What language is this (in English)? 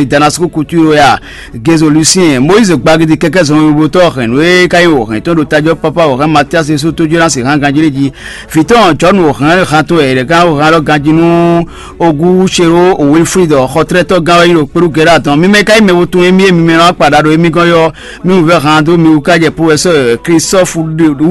Fon